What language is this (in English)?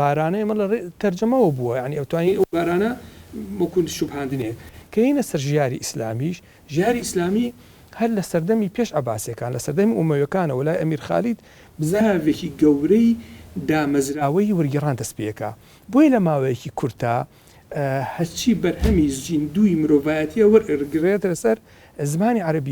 Central Kurdish